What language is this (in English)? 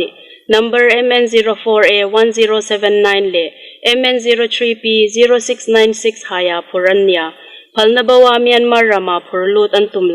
Hmar